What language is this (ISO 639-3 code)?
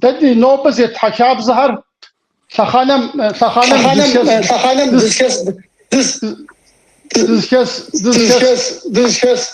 kbd